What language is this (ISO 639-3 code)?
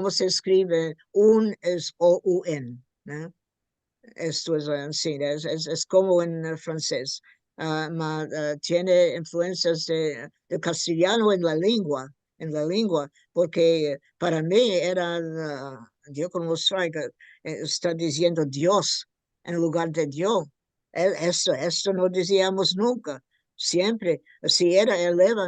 lad